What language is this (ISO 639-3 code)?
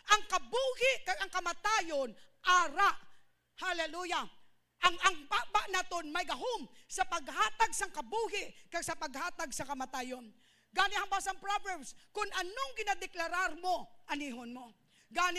hil